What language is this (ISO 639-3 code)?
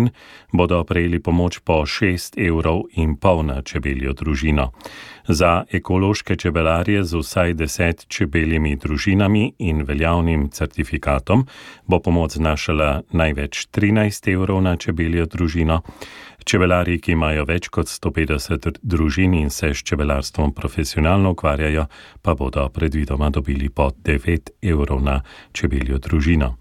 slv